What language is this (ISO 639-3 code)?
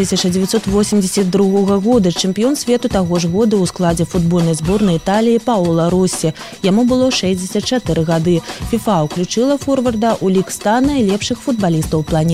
bel